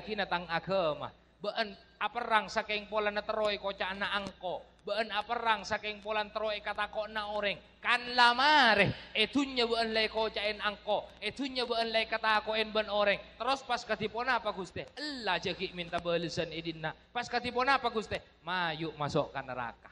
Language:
Madurese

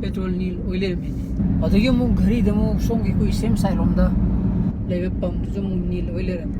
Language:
Manipuri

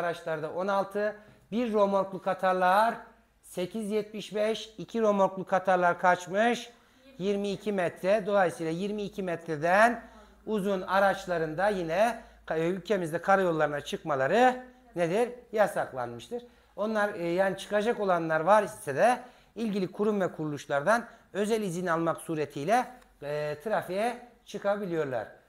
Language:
Turkish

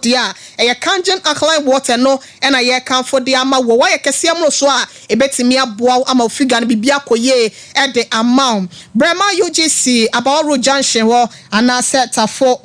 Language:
Akan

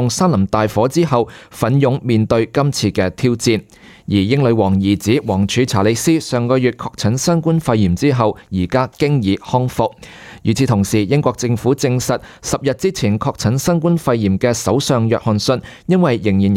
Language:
Cantonese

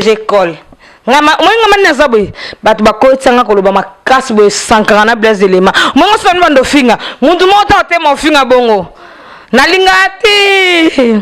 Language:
Lingala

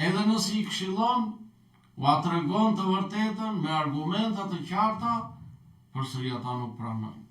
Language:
Albanian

